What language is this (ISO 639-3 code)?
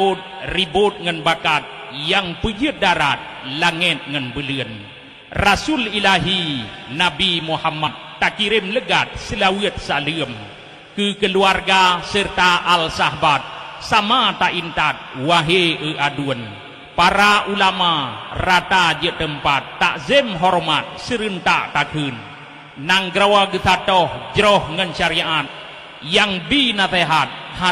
ace